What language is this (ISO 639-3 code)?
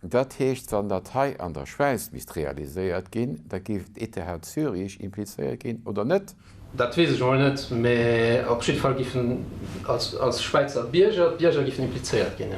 ltz